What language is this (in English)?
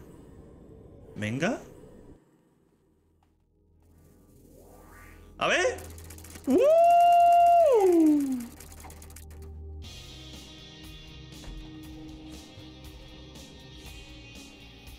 Spanish